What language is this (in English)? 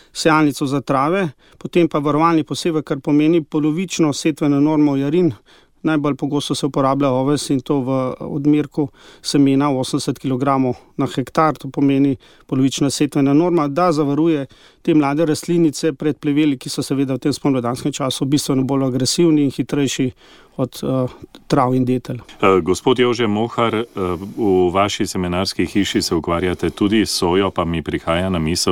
Slovenian